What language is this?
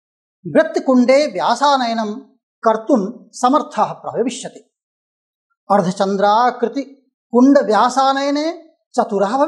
Sanskrit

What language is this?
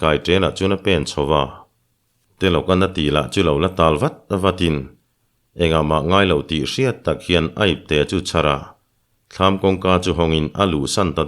Mizo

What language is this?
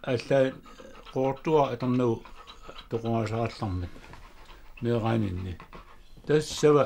Kalaallisut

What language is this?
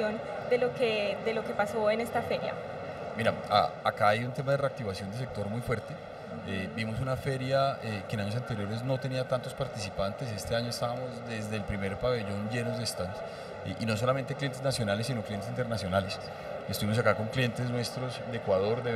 Spanish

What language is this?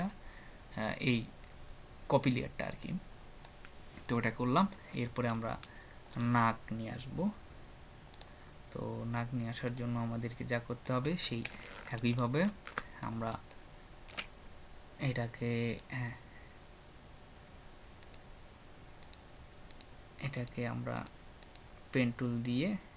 Bangla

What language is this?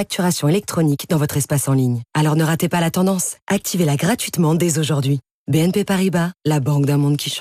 French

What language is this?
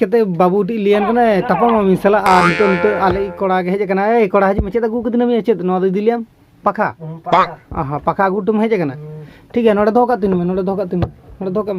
Santali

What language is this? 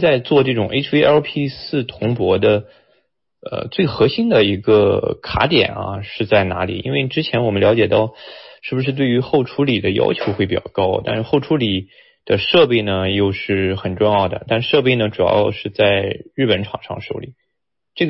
Chinese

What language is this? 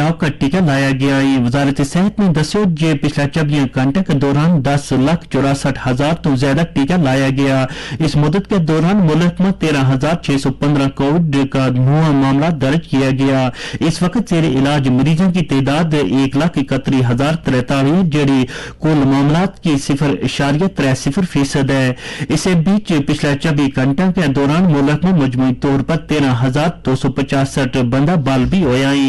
Gujari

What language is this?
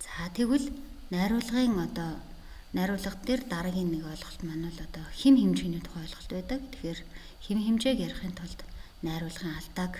Mongolian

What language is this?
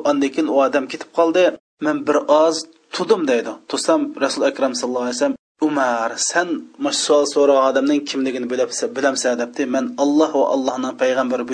Uyghur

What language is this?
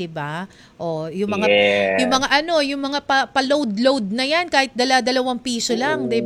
Filipino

